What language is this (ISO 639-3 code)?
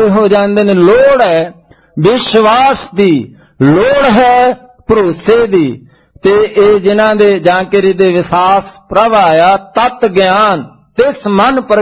pan